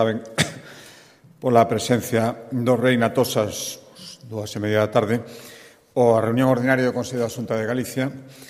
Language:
Galician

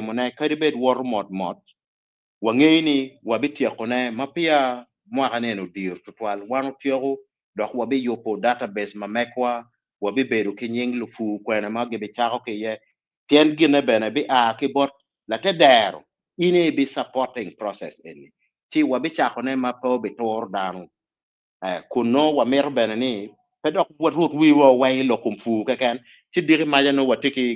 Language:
Acoli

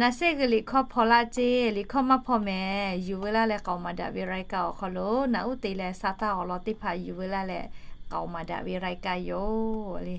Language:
Lahu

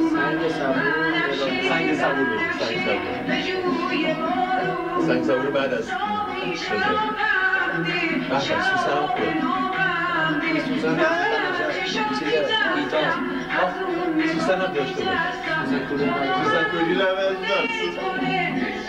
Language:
Persian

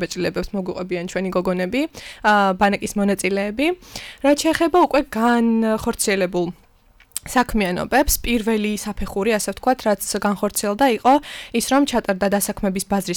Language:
Georgian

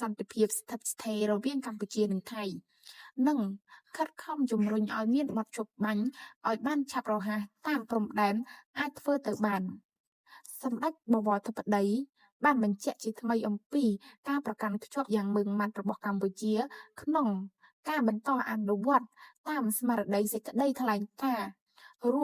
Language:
Khmer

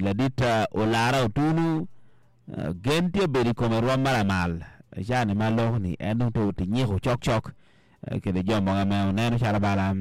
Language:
Acoli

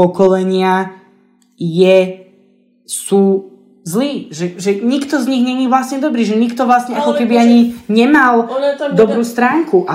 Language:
Slovak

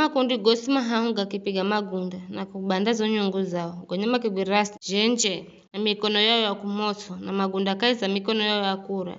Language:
Giryama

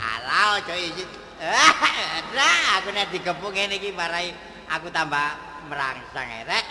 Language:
Javanese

